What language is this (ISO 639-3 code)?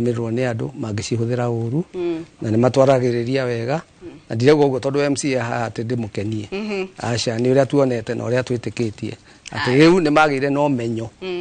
kik